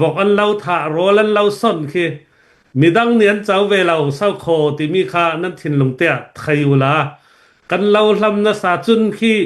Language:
Hakha Chin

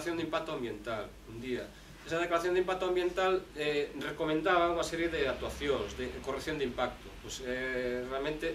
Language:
Galician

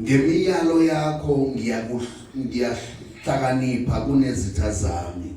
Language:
Zulu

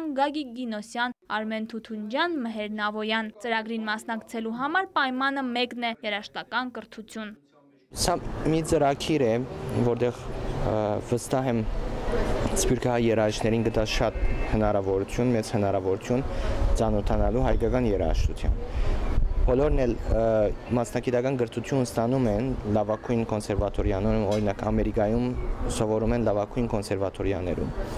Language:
Armenian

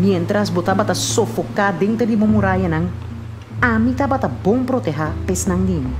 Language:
Papiamento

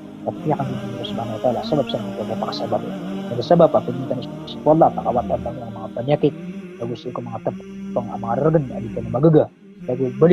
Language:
Maranao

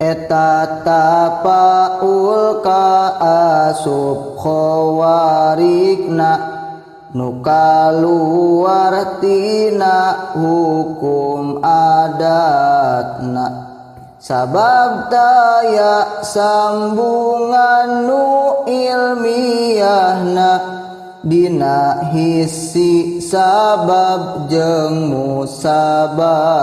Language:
Sundanese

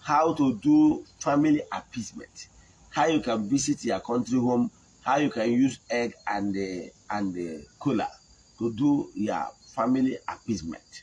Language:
Igbo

